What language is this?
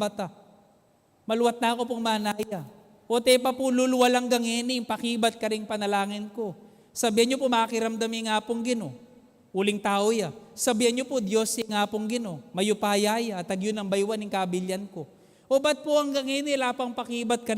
Pampanga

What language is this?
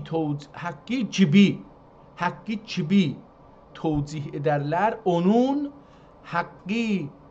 South Azerbaijani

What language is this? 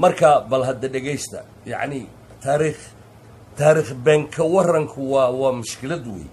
Somali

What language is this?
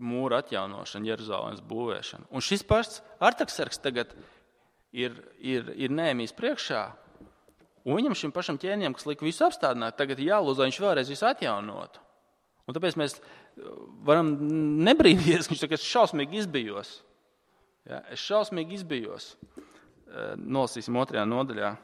Latvian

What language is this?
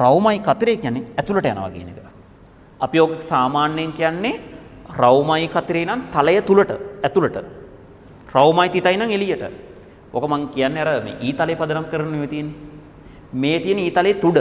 Sinhala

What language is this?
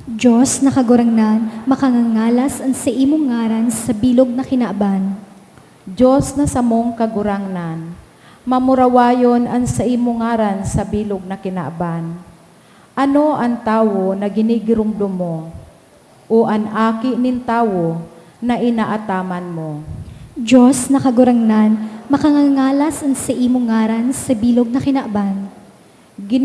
Bikol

